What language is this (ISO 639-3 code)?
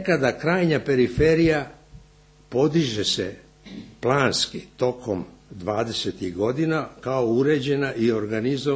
srp